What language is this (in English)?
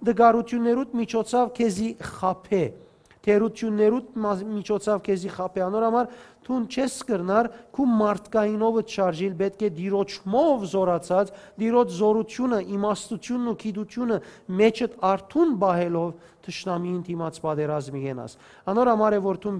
Western Armenian